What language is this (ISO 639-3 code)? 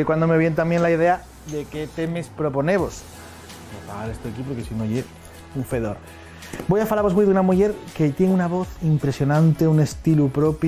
ast